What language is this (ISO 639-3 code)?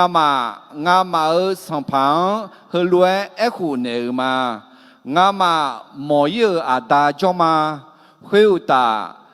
ahk